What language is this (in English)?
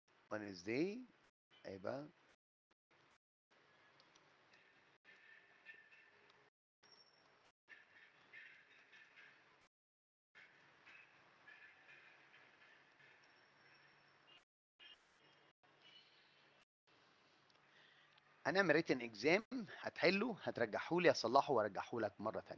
Egyptian Arabic